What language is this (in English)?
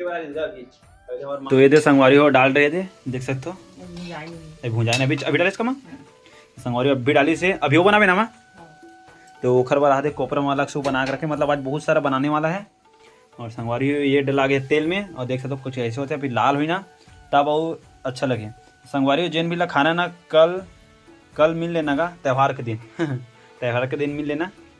Chhattisgarhi